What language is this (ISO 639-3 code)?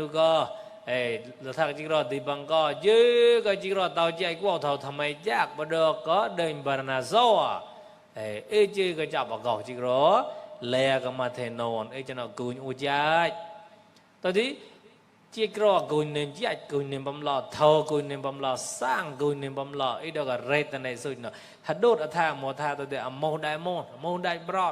mnw